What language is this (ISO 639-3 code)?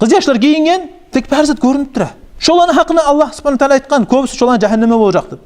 kum